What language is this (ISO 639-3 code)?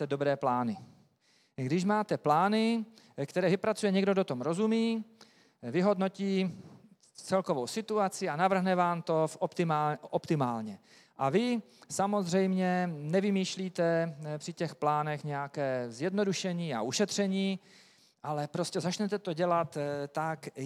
ces